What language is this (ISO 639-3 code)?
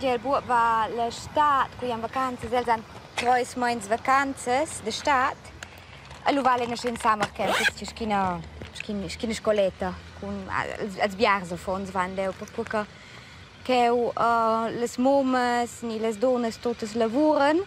roh